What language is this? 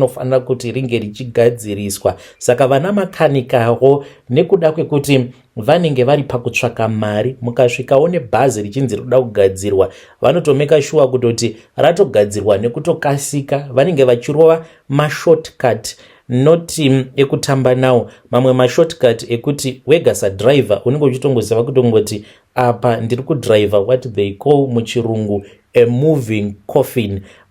Shona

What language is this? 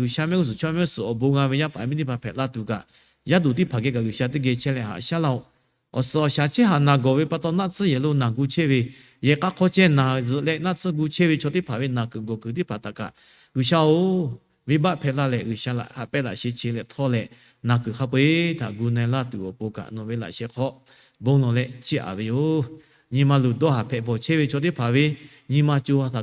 Lahu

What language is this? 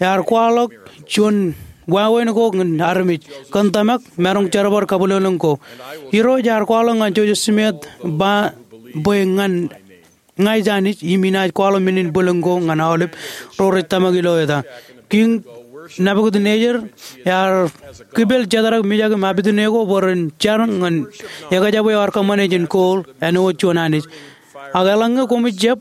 Marshallese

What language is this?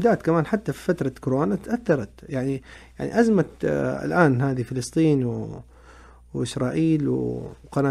Najdi Arabic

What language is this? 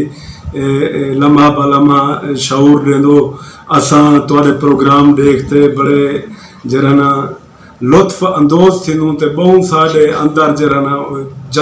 Saraiki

